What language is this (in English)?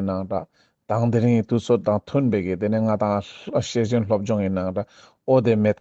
Ladakhi